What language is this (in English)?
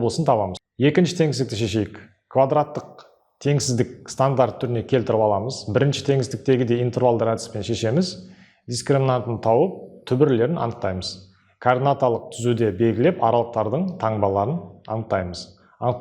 Kazakh